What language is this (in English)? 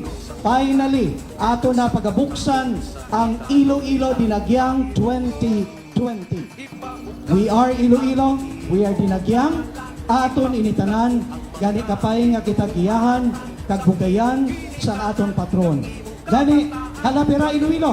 Hiligaynon